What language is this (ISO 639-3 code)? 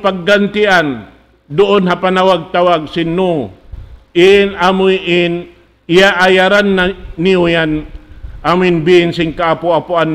tsg